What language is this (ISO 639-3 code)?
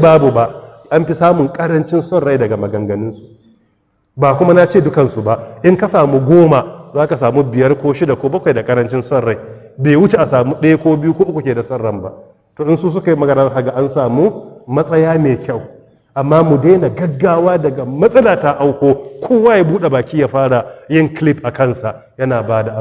hau